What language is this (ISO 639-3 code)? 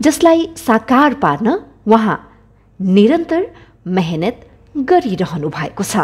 nep